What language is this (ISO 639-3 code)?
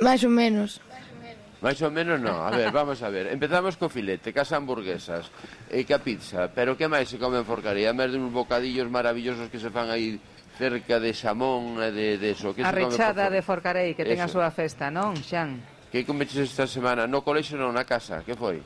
glg